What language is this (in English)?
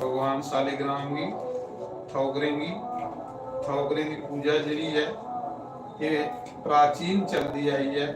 Dogri